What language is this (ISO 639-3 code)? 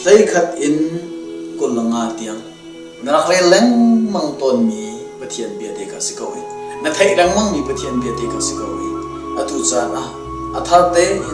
cnh